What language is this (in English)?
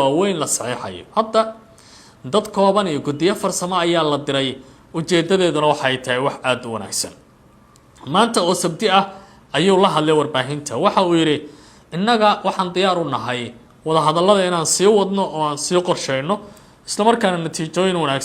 Somali